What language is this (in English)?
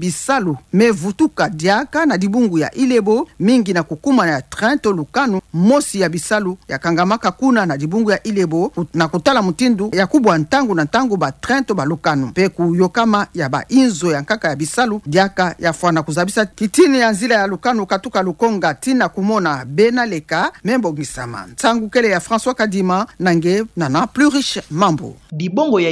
Kituba (Democratic Republic of Congo)